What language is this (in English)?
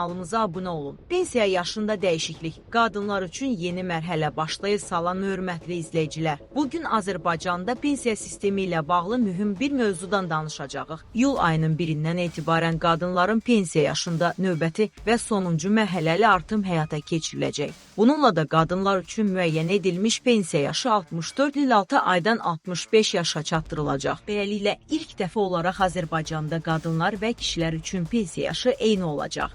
Azerbaijani